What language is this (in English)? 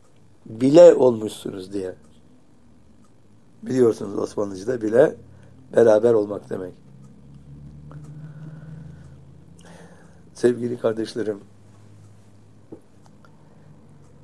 Turkish